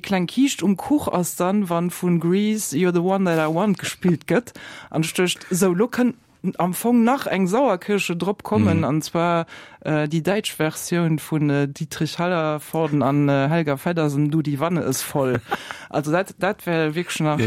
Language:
Luxembourgish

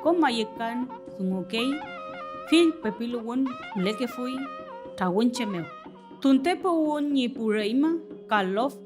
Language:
Mapuche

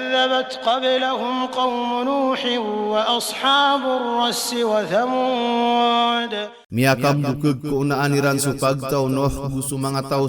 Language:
Maranao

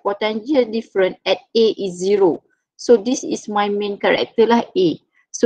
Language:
Malay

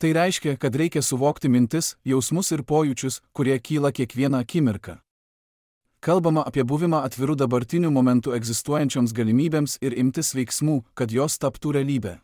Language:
Lithuanian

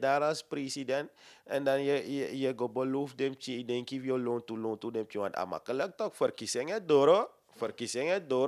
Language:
Sranan Tongo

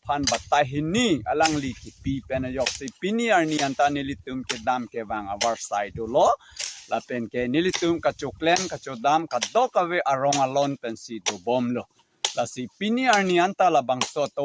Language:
Karbi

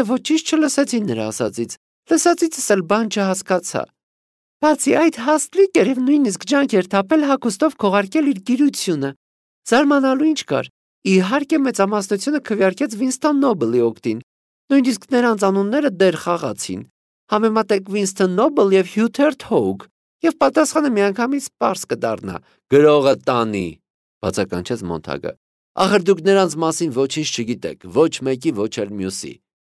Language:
Armenian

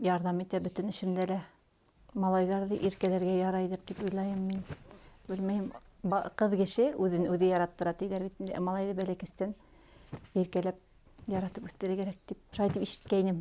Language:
Bashkir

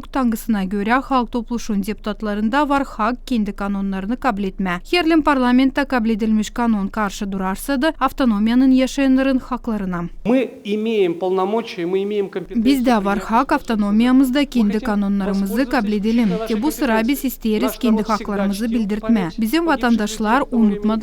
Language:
Gagauz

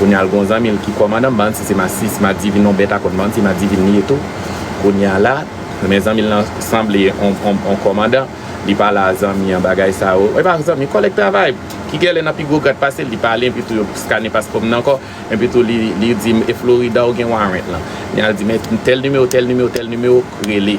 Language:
Haitian Creole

